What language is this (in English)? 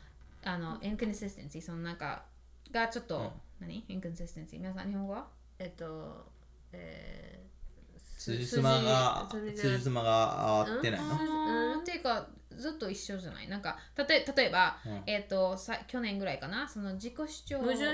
Japanese